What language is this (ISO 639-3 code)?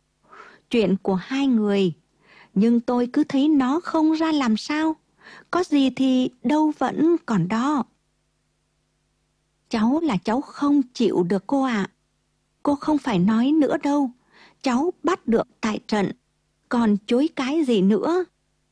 vie